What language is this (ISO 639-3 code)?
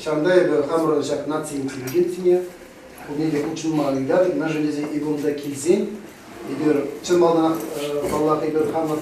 chv